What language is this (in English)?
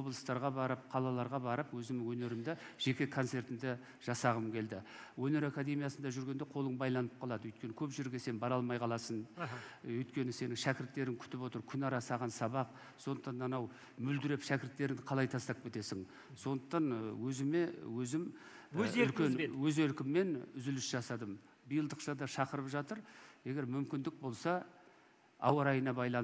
Kazakh